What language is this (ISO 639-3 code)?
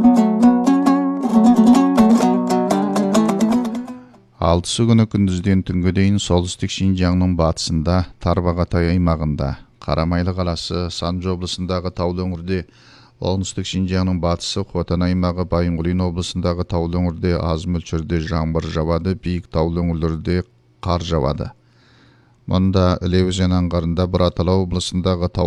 kaz